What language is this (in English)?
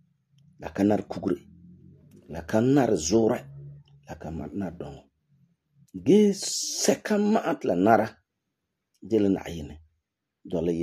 Frafra